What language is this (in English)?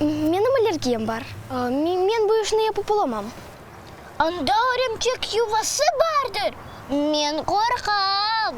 Crimean Tatar